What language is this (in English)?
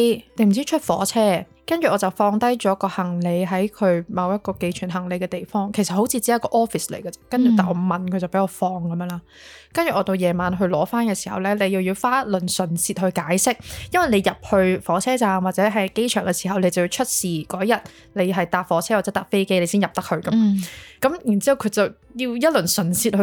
Cantonese